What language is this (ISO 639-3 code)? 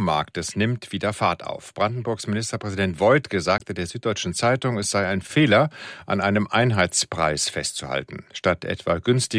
deu